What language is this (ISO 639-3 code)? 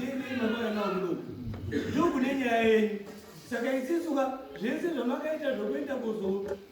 sna